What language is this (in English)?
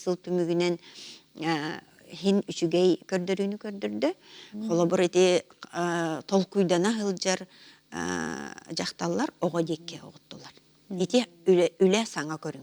Yakut